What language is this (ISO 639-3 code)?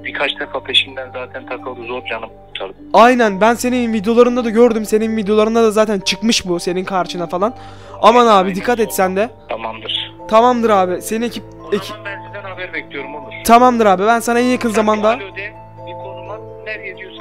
tur